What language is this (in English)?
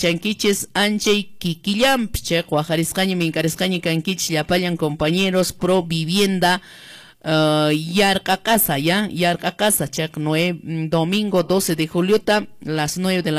Quechua